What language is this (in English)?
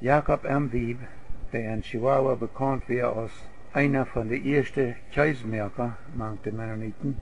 Plautdietsch